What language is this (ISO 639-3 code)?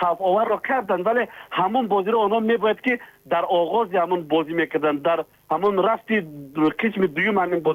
tgk